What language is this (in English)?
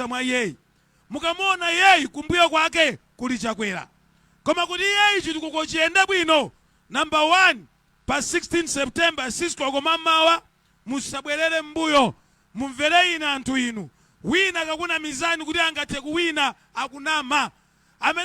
Nyanja